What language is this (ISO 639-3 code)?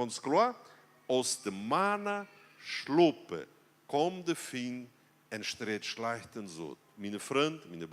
pdt